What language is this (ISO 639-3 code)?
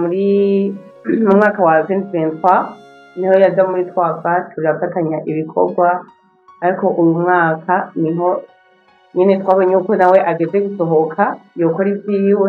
run